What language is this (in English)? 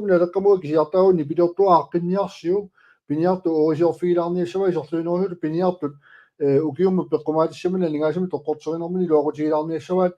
Kalaallisut